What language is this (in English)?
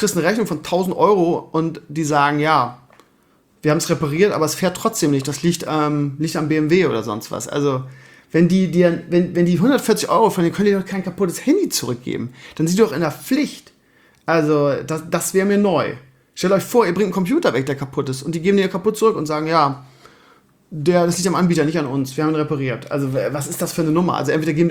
German